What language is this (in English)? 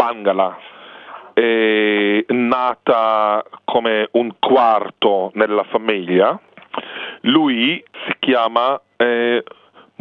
Italian